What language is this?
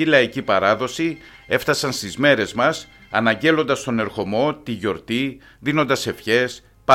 Greek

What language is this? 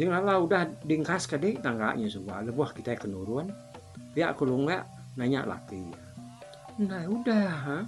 Iban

